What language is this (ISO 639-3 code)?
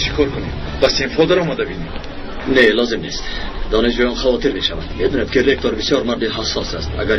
tgk